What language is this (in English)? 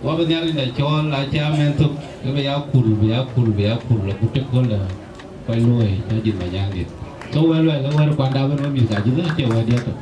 Dinka